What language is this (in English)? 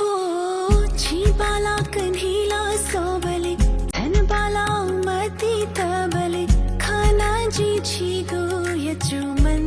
Newari